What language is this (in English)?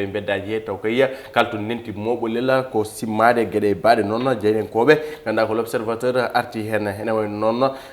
Fula